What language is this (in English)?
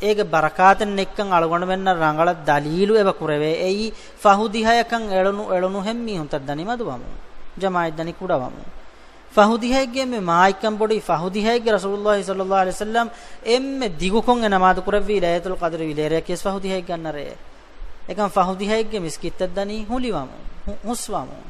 Divehi